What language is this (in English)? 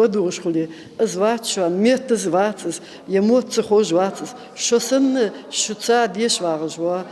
Ingush